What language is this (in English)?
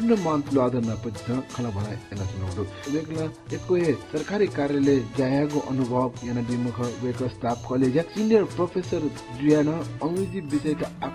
Newari